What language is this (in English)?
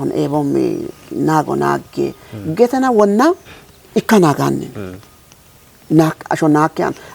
Kafa